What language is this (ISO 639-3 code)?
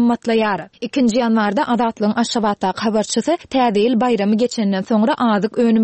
tuk